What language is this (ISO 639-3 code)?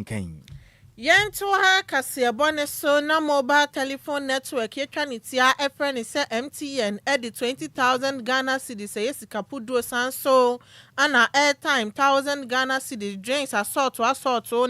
aka